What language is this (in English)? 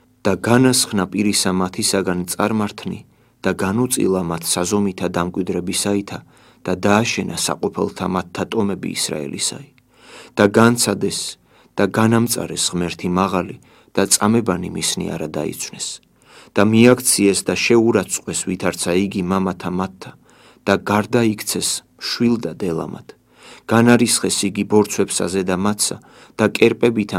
Georgian